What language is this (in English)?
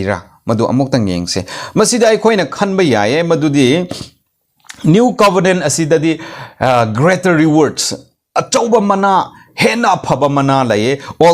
Manipuri